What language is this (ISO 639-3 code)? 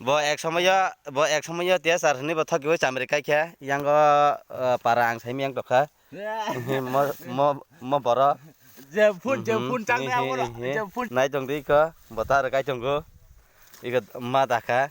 trp